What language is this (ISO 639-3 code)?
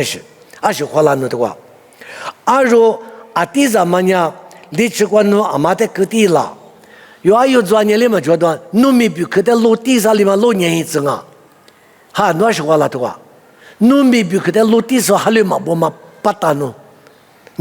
lis